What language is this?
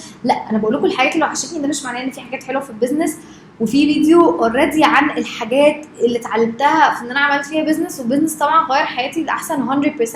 Egyptian Arabic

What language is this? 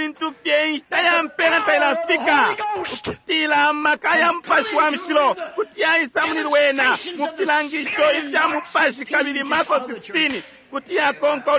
Bemba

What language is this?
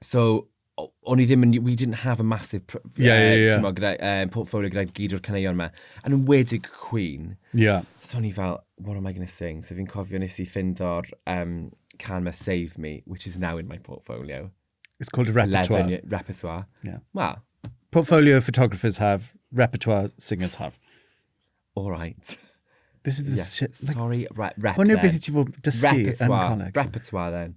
Welsh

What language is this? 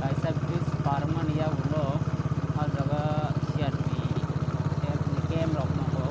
Kok Borok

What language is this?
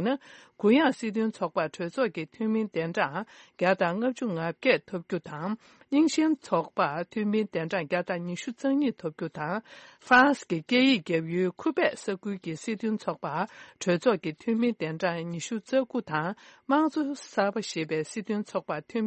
Tibetan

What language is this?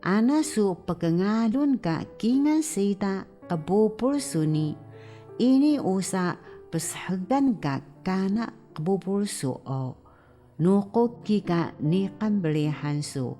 Taroko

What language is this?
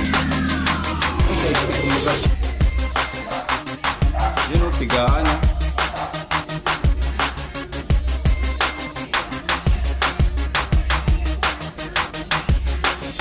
Filipino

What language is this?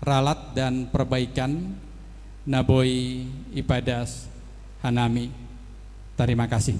Batak Simalungun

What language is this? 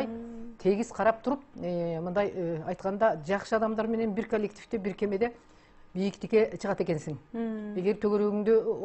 Kyrgyz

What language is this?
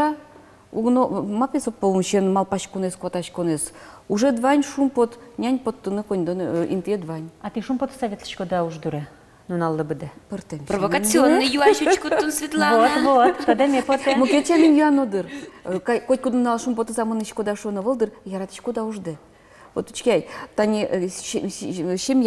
Udmurt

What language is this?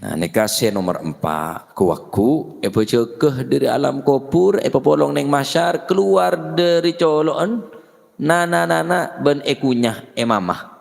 Madurese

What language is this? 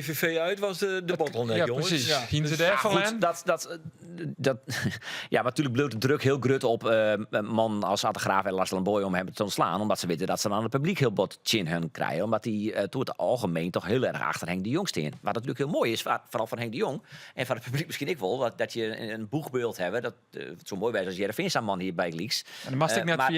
Western Frisian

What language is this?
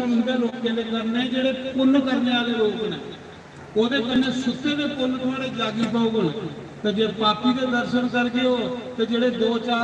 Dogri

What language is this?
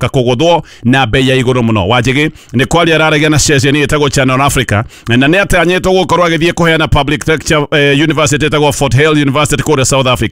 Kikuyu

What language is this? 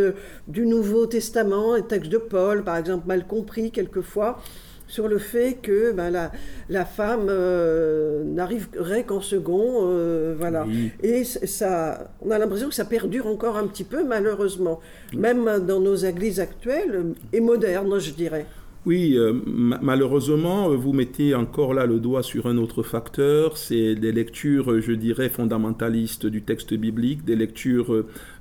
French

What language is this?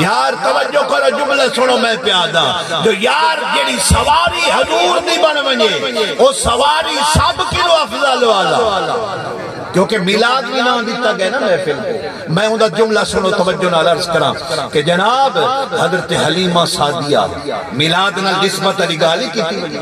Saraiki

